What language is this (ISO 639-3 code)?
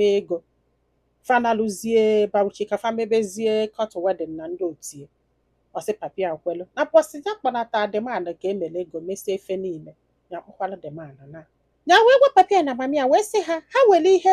ibo